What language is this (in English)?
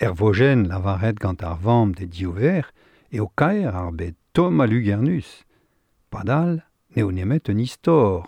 Breton